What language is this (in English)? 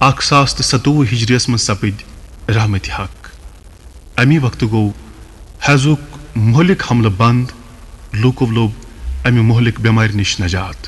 Kashmiri